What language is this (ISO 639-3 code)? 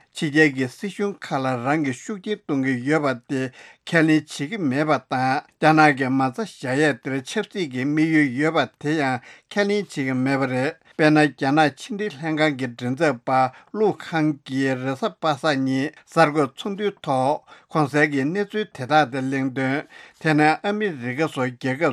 bod